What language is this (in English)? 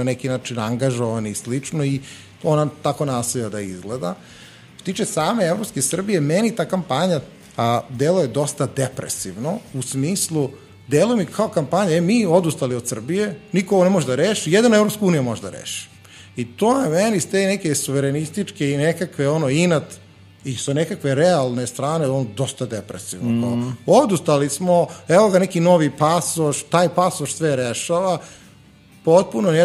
Serbian